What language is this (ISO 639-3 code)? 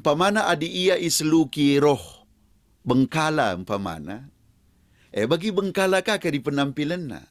btx